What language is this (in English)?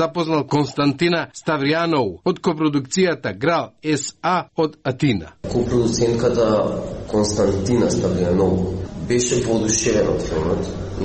Macedonian